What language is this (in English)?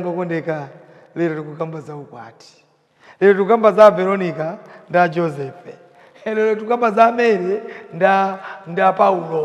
Nyanja